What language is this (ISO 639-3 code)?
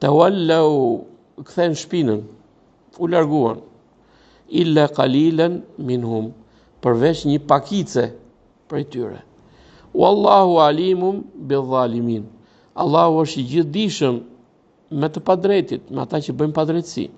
sqi